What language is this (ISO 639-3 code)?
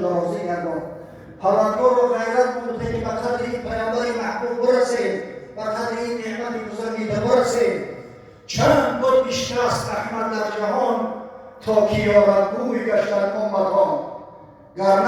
tgk